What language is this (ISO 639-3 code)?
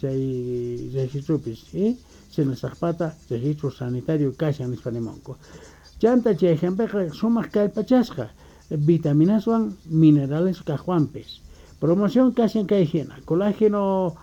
que